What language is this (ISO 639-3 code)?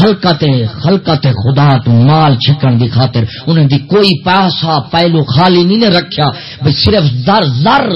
skr